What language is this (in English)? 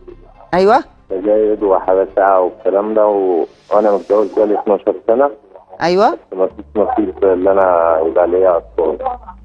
Egyptian Arabic